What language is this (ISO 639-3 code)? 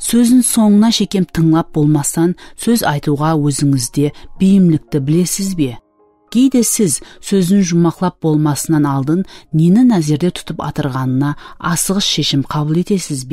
kaa